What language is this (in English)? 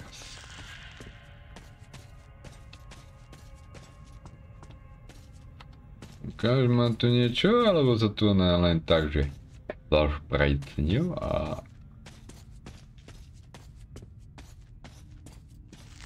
Slovak